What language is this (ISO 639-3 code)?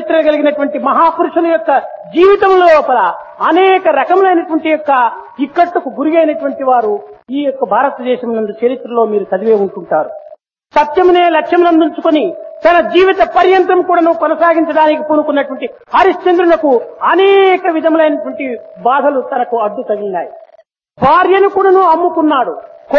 tel